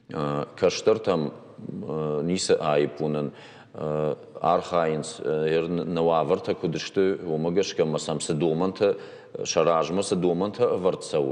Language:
Ossetic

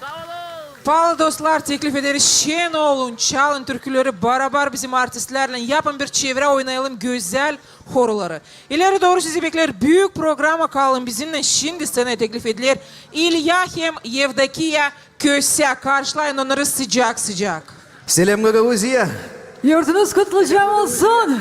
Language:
Gagauz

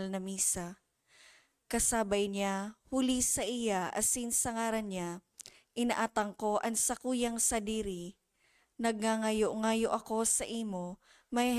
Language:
Bikol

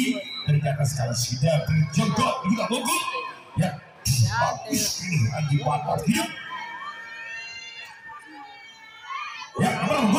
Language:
Indonesian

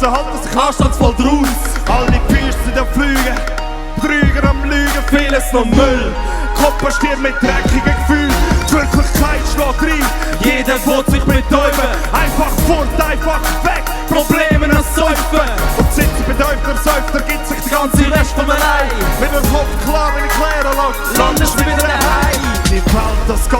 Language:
Swiss German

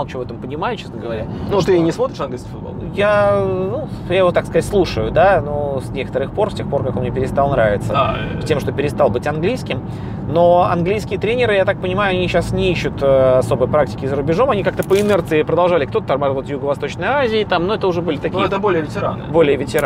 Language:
Russian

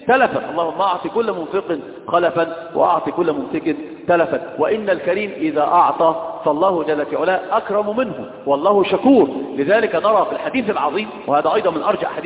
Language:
Arabic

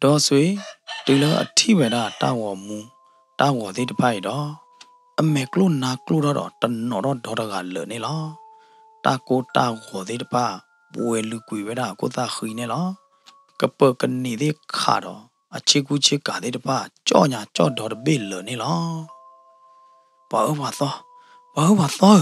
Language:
S'gaw Karen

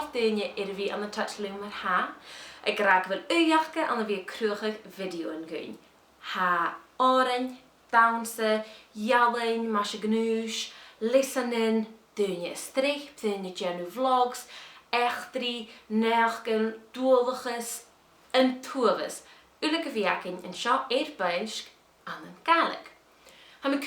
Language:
Scottish Gaelic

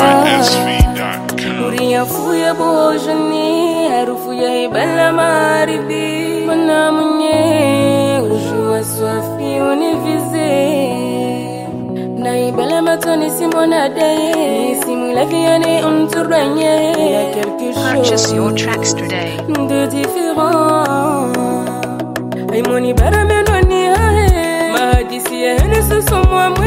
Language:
Swahili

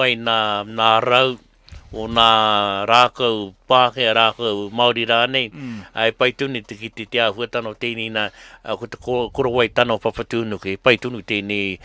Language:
Māori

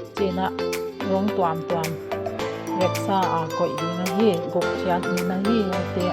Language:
Paite Chin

